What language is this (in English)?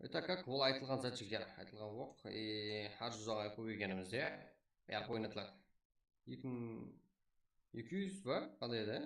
Kara-Kalpak